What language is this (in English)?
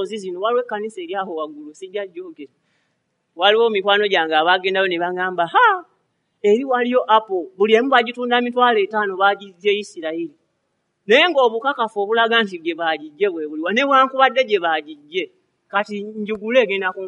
Ganda